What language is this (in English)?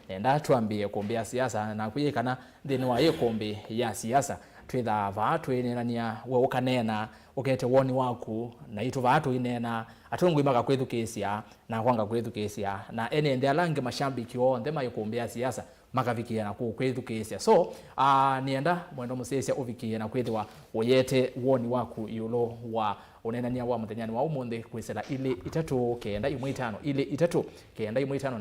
Kamba